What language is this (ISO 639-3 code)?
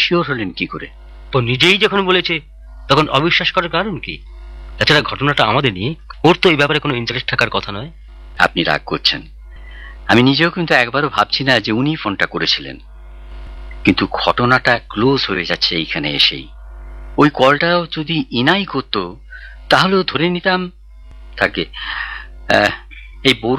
ben